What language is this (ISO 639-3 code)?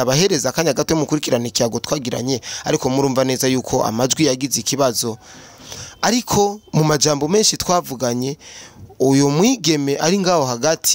run